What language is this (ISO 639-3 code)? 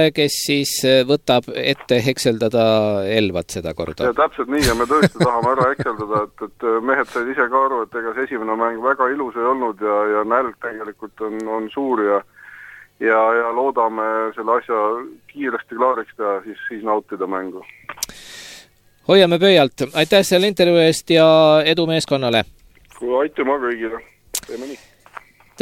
est